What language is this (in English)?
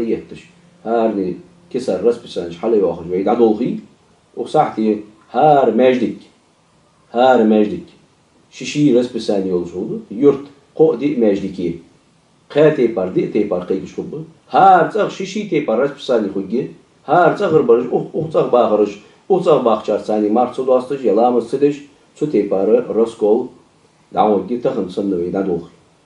Ingush